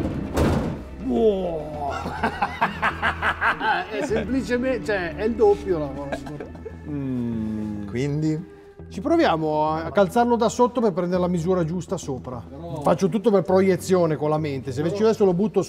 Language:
Italian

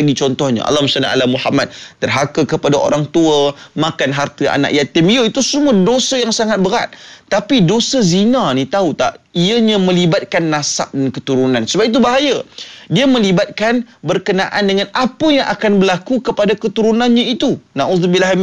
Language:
Malay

